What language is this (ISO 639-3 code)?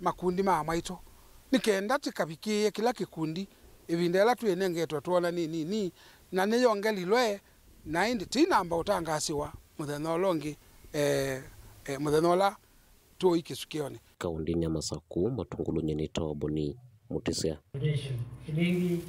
kam